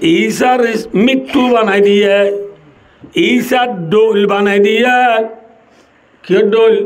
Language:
Rohingya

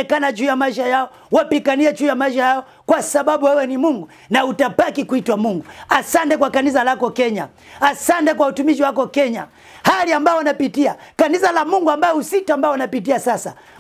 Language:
Swahili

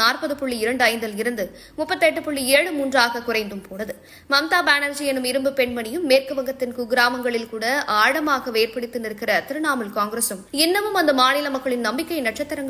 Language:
Tamil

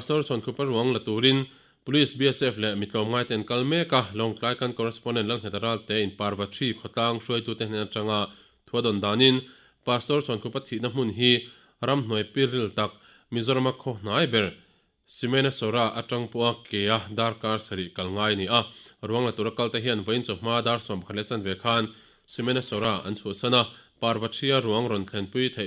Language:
Mizo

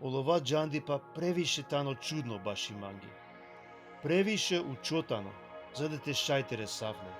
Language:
Balkan Romani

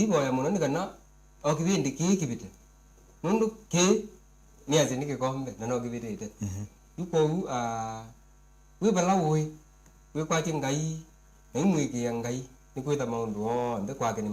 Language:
Kamba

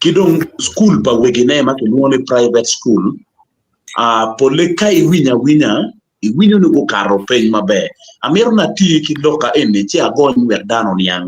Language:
Acoli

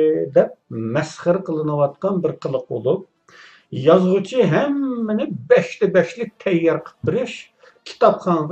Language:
Uyghur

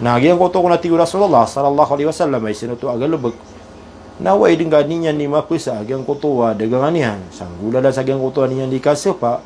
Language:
Maranao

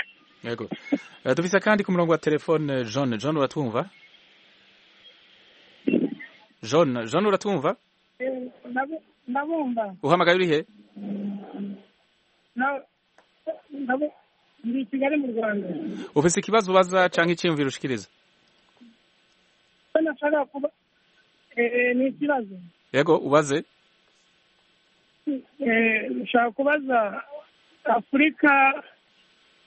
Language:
Kinyarwanda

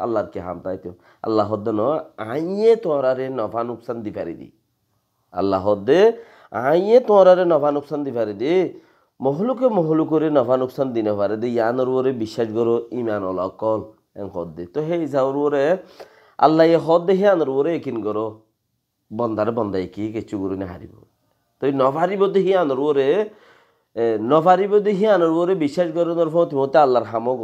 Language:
Rohingya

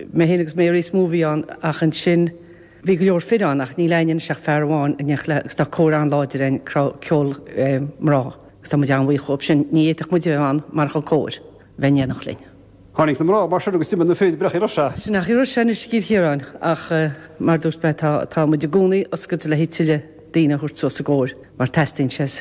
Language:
Irish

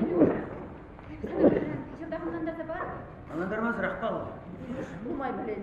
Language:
Chuvash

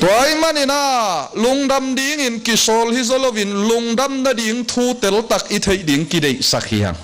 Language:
Tedim Chin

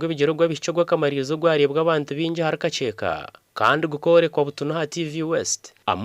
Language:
Nyankole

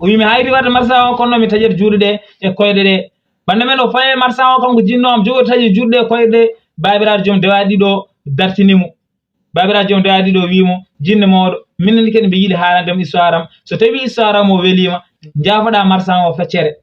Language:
Fula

